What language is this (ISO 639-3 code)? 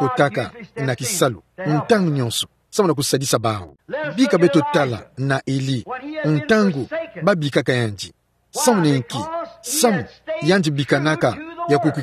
ktu